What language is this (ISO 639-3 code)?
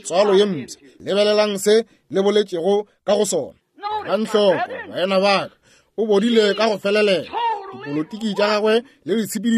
nso